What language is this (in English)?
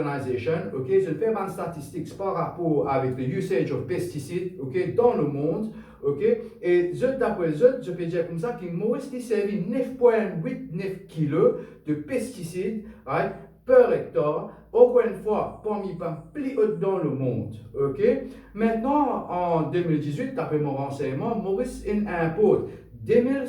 Morisyen